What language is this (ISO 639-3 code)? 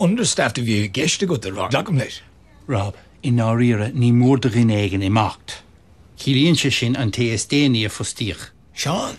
gle